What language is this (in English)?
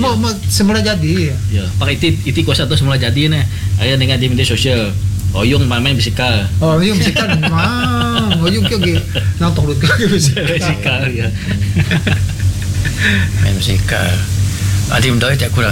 Malay